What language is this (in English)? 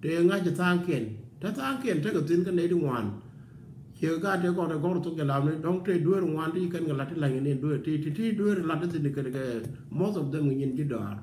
Nuer